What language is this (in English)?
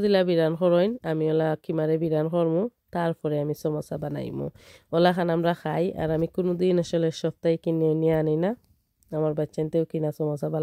Sylheti